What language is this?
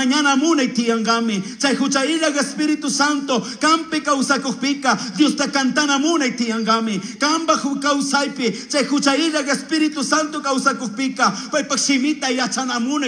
Chimborazo Highland Quichua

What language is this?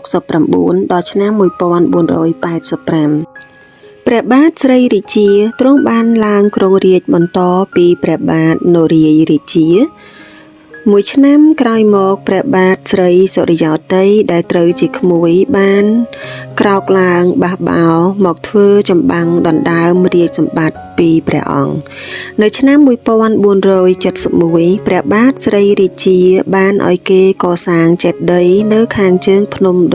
Khmer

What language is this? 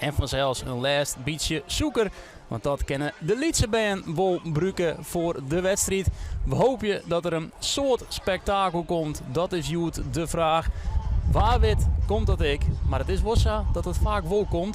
Western Frisian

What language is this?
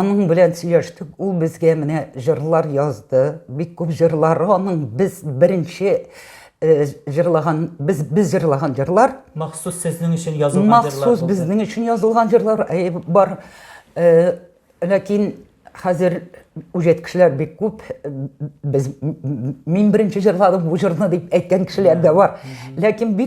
Tatar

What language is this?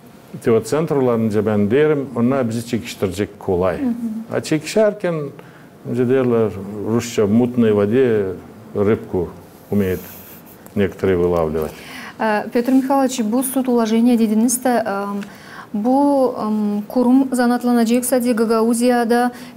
Gagauz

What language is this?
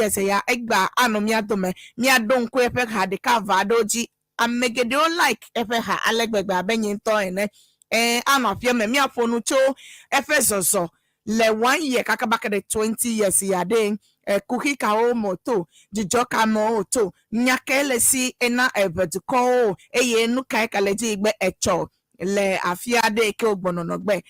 Ewe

